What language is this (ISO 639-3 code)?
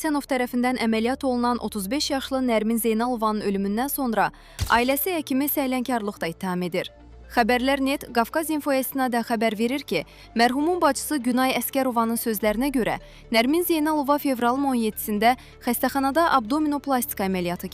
aze